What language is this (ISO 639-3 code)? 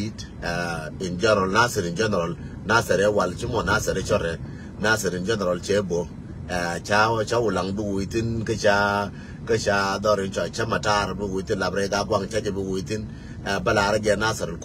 nus